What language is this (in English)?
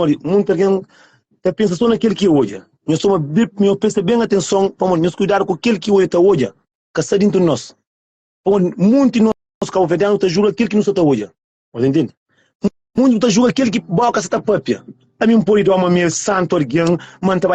Kabuverdianu